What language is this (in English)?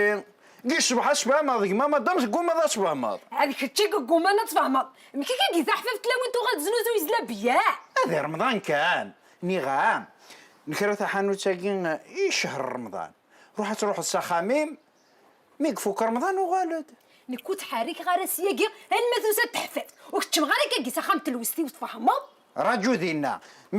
Kabyle